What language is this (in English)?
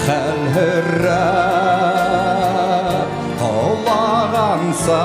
Bashkir